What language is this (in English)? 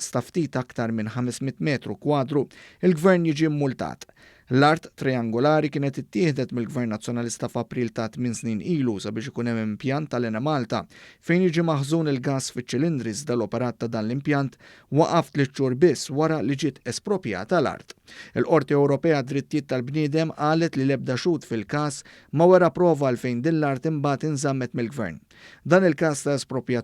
Maltese